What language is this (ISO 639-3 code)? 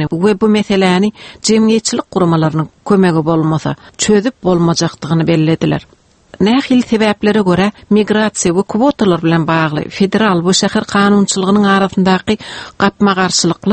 tuk